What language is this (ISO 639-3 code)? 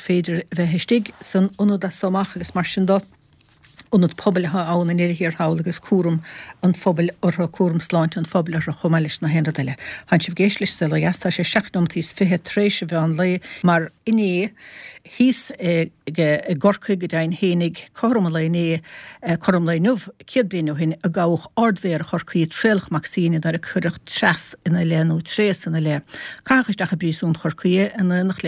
gle